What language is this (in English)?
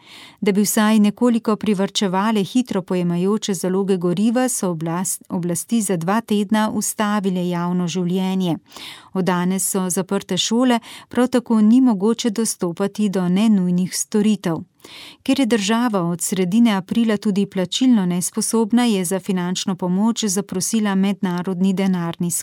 Slovenian